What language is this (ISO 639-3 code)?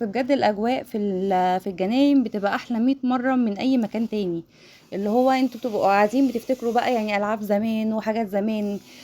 arz